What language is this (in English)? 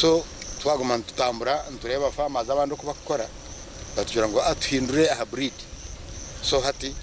Nyankole